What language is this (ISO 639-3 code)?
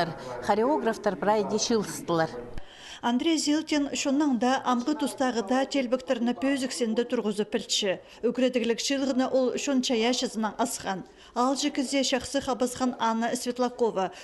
kjh